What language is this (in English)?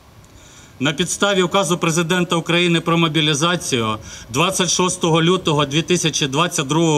Ukrainian